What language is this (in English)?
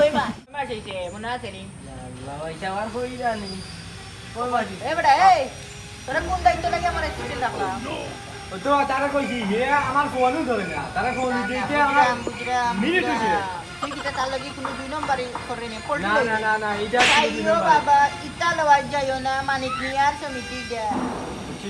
Sylheti